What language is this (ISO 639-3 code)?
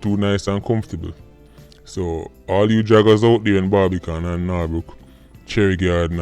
jam